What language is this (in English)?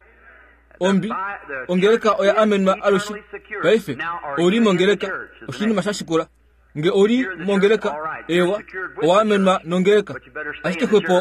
Kuanyama